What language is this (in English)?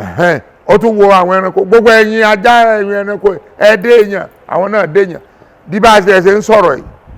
Yoruba